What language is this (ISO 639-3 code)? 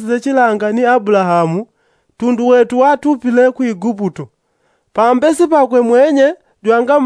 yao